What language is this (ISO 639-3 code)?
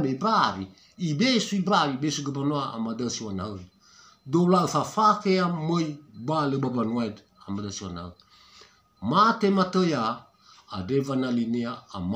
nia